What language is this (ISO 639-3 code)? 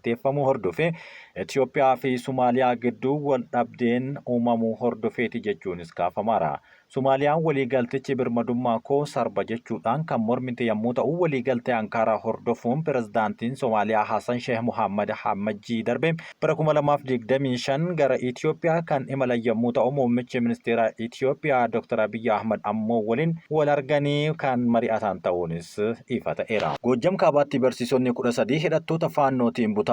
orm